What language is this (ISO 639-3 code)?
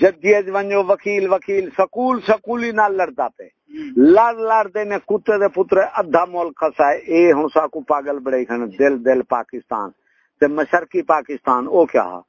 skr